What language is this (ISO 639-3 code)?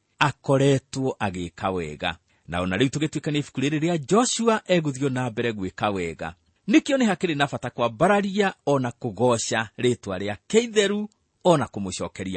kik